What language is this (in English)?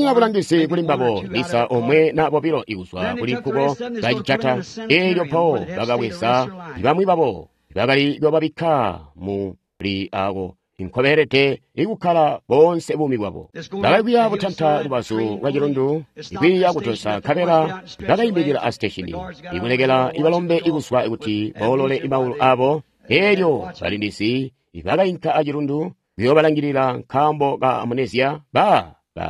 Tonga (Zambia)